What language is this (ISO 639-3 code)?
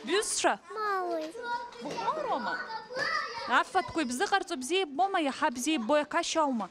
abk